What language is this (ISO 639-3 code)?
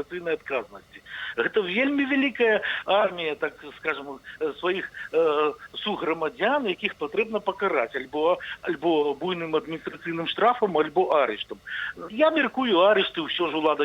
bel